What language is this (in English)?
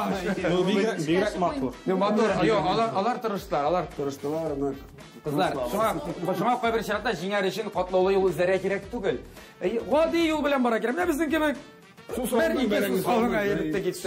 Tatar